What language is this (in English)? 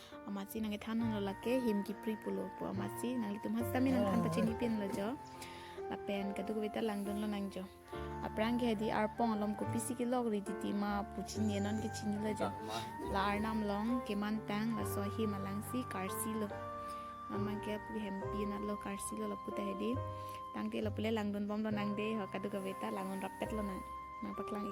Karbi